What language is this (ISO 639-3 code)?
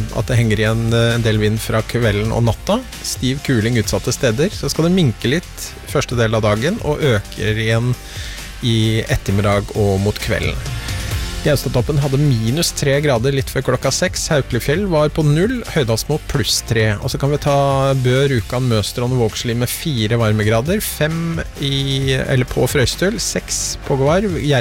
nor